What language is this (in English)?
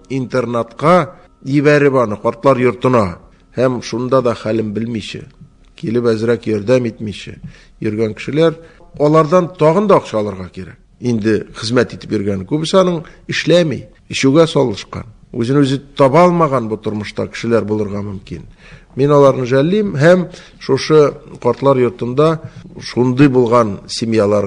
Tatar